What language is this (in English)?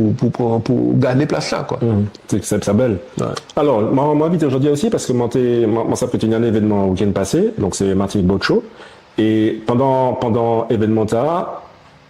Guadeloupean Creole French